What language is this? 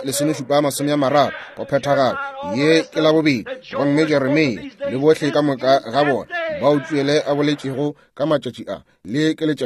Northern Sotho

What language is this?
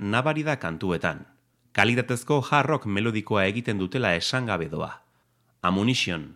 Basque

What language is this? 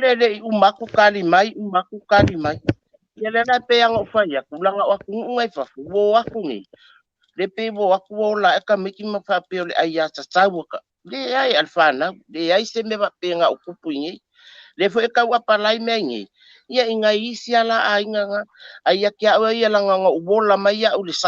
Samoan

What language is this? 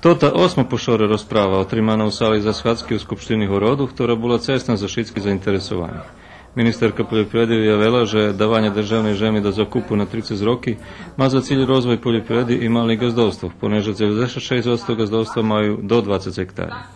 Rusyn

